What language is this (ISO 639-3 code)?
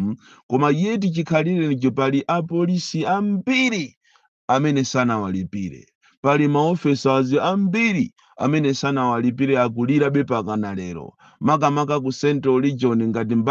nya